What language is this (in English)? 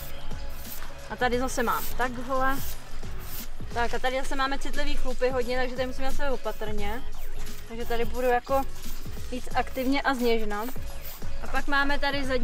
Czech